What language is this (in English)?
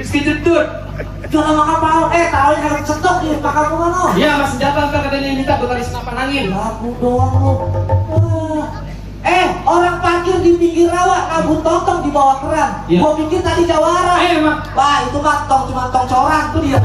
Betawi